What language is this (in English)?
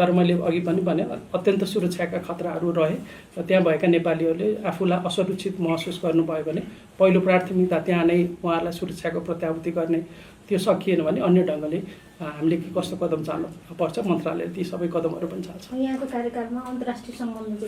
Nepali